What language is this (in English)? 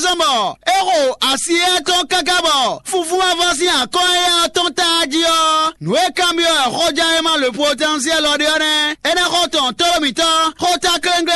Fon